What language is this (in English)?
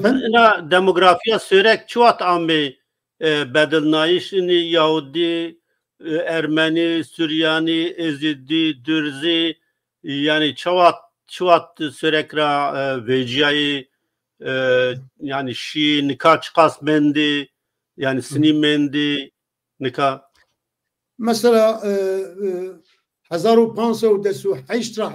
Zaza